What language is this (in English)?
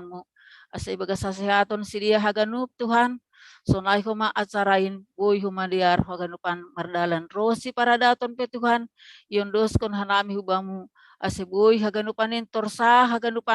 Batak Simalungun